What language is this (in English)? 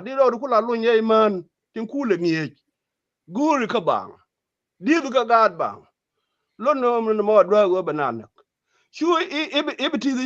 Nuer